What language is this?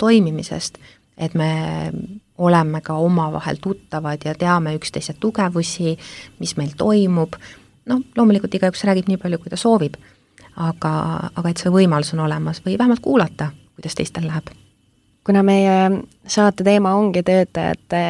Estonian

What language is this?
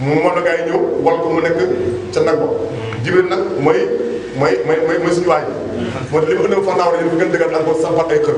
Wolof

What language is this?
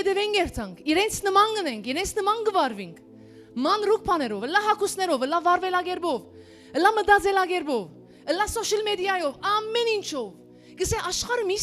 Western Armenian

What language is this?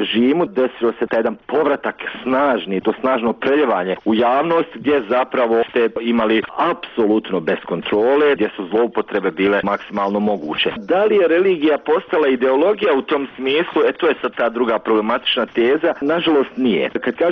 Bosnian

